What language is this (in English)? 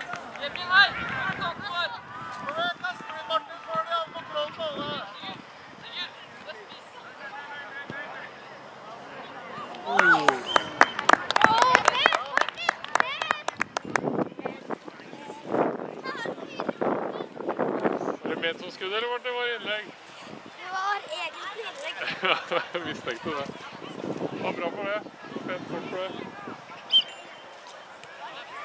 Norwegian